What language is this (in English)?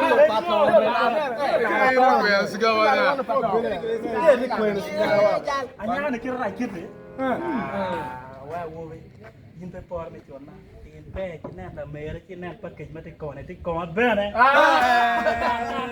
Acoli